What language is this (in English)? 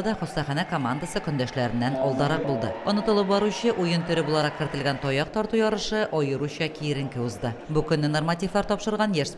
Tatar